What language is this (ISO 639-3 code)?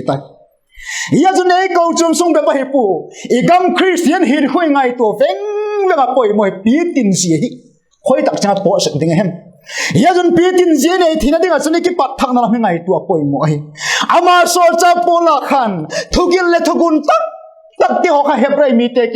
vap